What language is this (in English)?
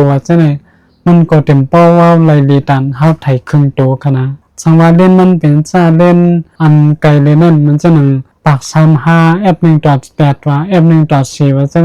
Shan